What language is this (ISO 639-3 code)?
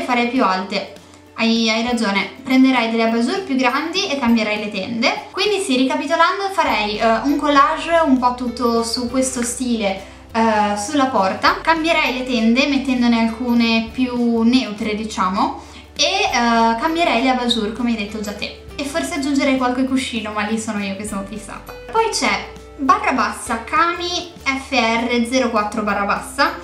ita